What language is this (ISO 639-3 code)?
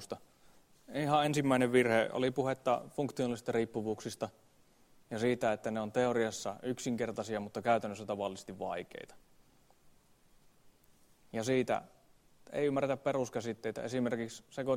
fin